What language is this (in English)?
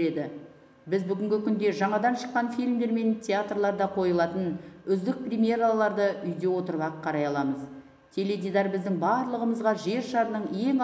Kazakh